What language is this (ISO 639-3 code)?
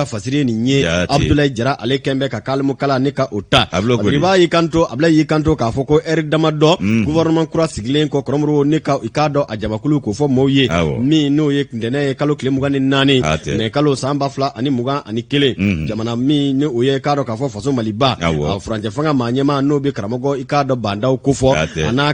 bam